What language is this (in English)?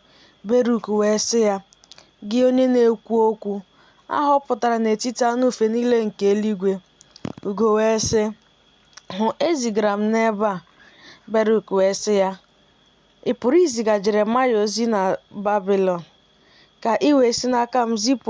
Igbo